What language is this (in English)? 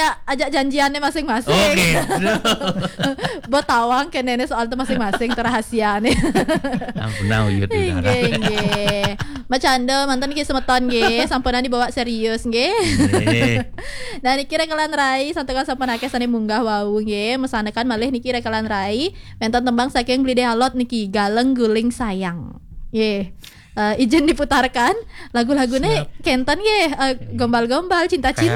Balinese